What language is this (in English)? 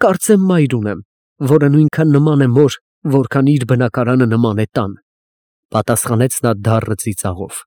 Armenian